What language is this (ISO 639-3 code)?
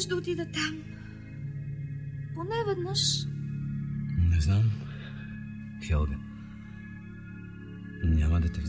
bul